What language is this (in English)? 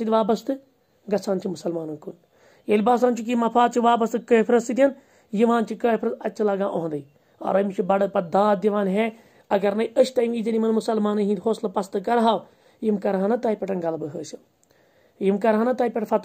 Kashmiri